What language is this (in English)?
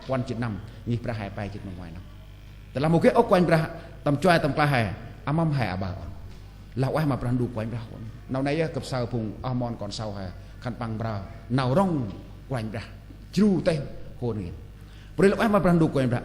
Central Mnong